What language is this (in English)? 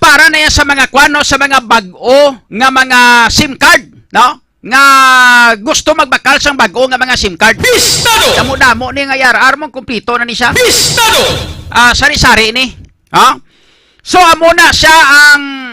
Hiligaynon